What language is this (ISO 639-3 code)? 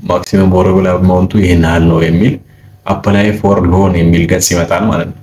amh